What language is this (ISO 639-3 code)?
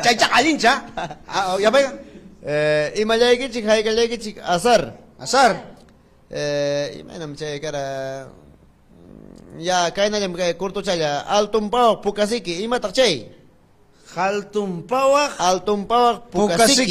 quy